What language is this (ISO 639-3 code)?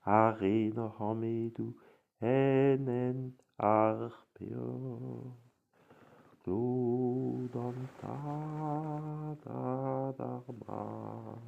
bre